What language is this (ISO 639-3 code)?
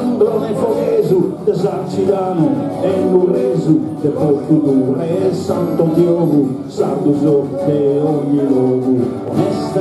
srd